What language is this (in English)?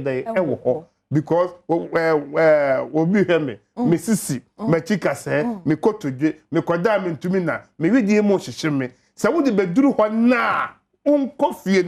Akan